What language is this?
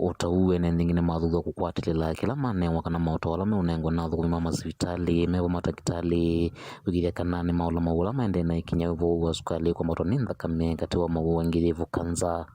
Kamba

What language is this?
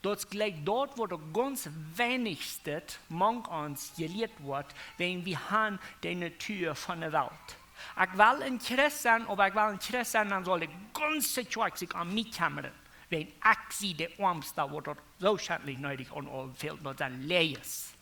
Plautdietsch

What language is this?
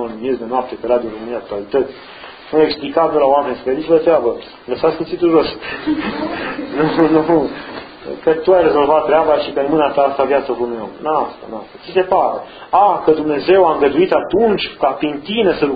Romanian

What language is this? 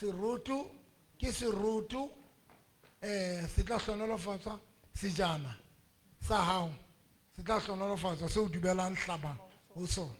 Southern Sotho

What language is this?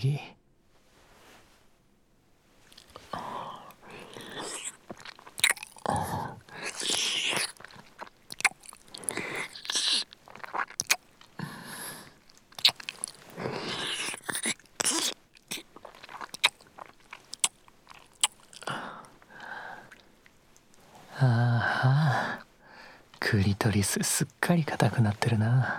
Japanese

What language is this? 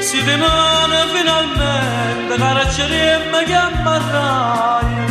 Neapolitan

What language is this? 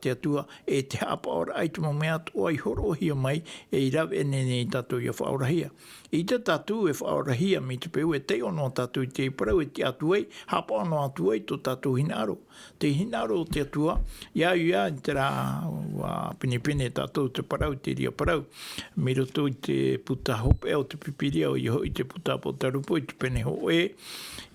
Tahitian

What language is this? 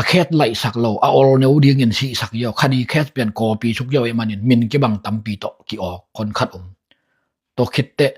Tedim Chin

